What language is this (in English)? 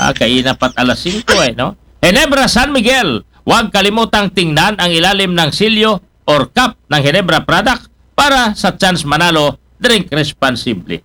Aklanon